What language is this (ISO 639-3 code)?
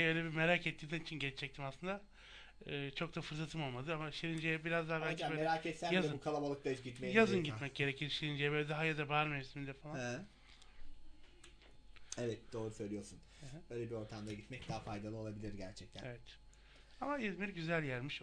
tur